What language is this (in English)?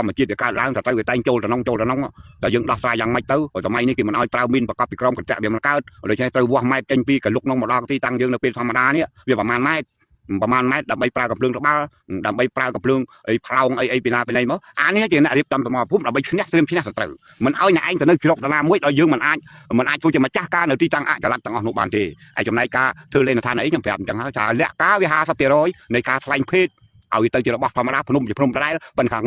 Khmer